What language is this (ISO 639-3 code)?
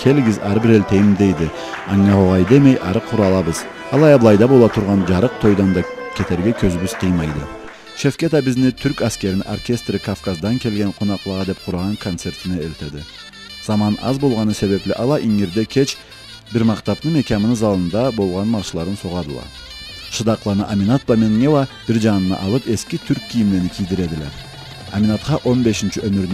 krc